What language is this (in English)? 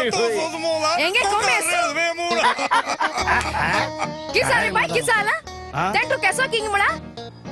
Konkani